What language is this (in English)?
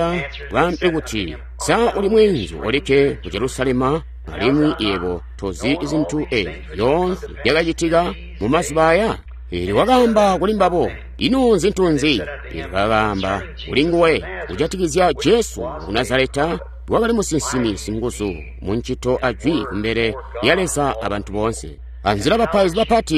Tonga (Zambia)